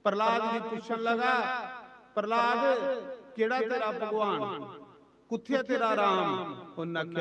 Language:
Dogri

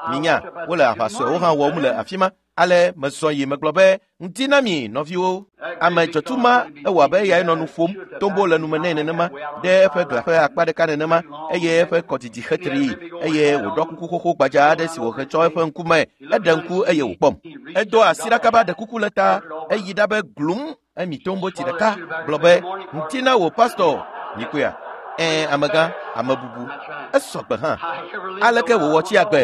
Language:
Ewe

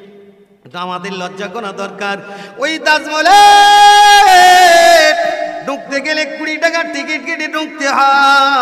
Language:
Bangla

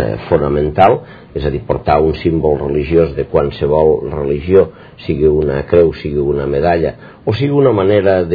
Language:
Catalan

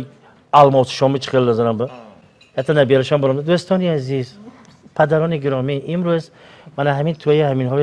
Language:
Tajik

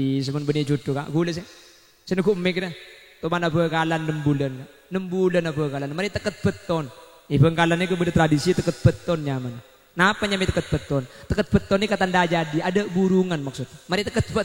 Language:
Madurese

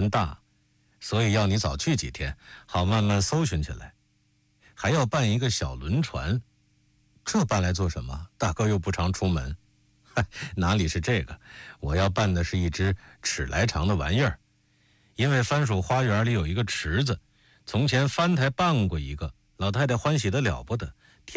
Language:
Chinese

